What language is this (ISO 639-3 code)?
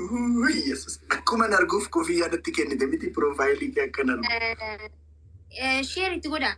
orm